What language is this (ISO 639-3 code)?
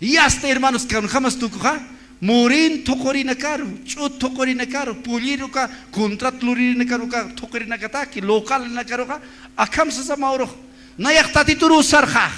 aym